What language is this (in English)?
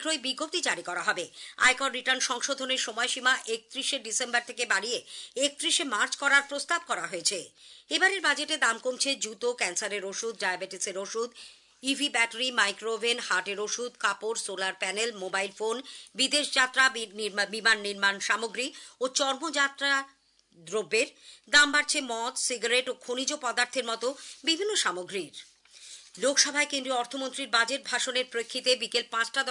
Bangla